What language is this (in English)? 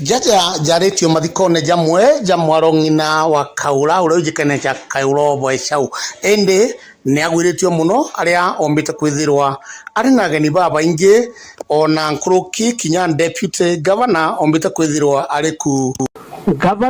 Meru